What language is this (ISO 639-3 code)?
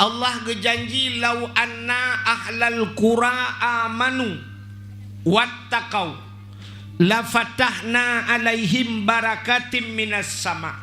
ace